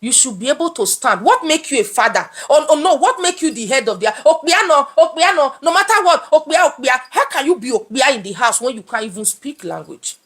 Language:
Nigerian Pidgin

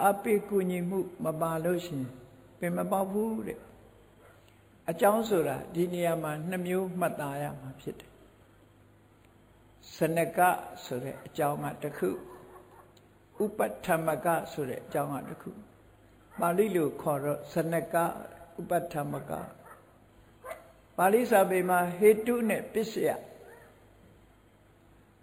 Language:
Burmese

